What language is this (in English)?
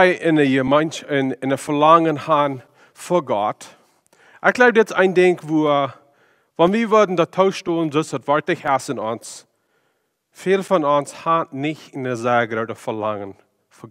Plautdietsch